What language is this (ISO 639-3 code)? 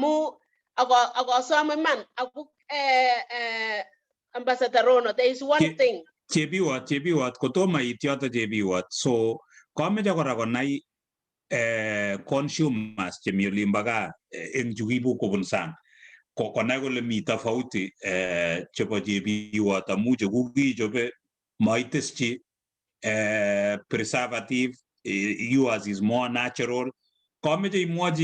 kln